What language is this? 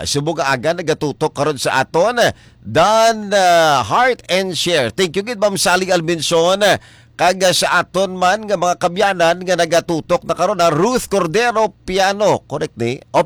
Hiligaynon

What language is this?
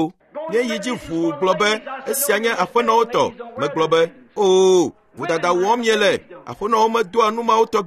Ewe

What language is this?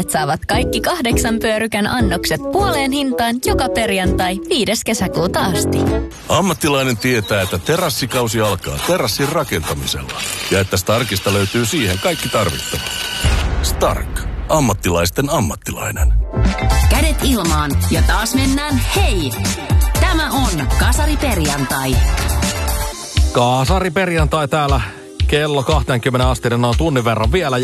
Finnish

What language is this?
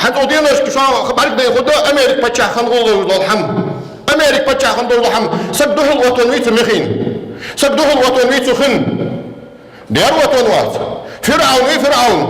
Ingush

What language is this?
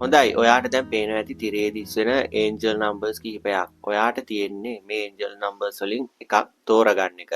Sinhala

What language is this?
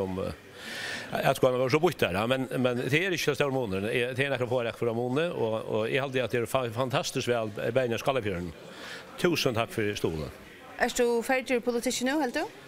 Faroese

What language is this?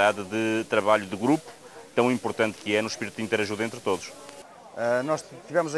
Portuguese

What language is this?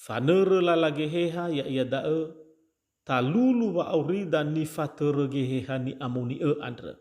Nias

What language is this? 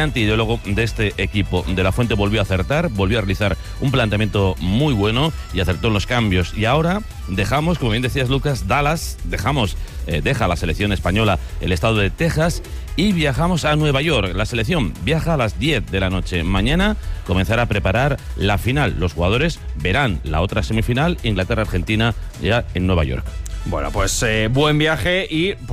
Spanish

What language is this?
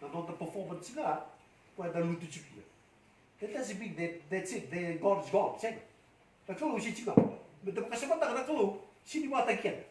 Fijian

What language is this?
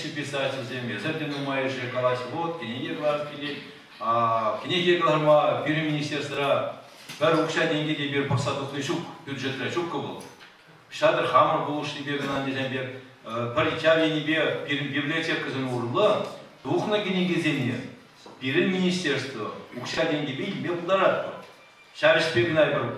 Chuvash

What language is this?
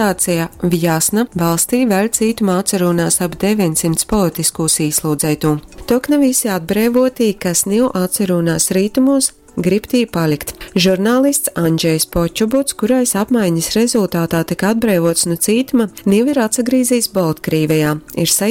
Latgalian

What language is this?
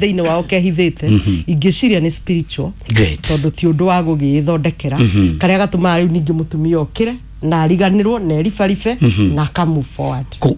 Kikuyu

